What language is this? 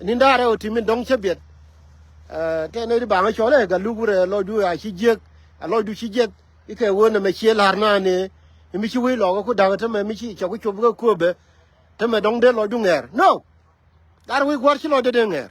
Nuer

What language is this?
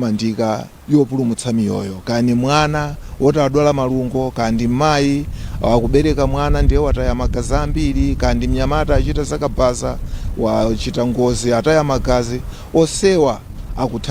Nyanja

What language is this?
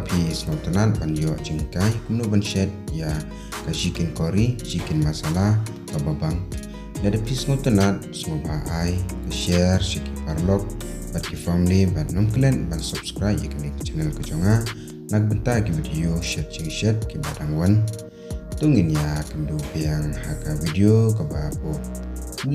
Khasi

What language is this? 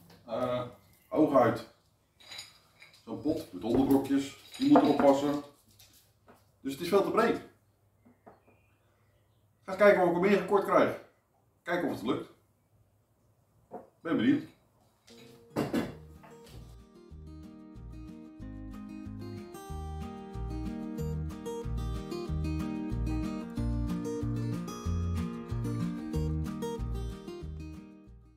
Dutch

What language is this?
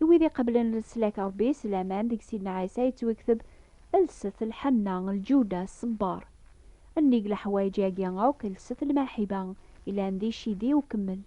Kabyle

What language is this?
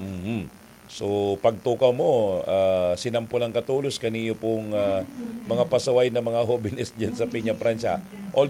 Bikol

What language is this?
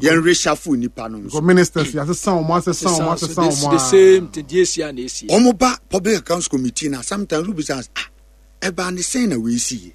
Akan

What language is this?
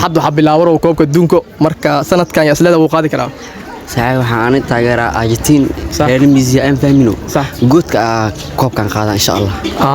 Somali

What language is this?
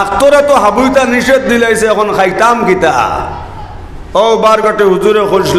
Sylheti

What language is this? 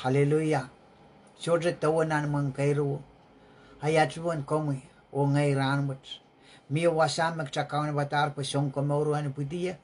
Pohnpeian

